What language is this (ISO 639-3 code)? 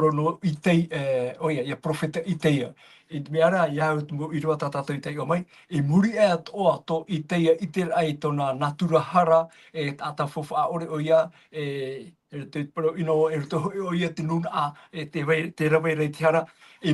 tah